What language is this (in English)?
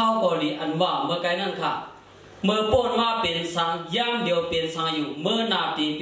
Shan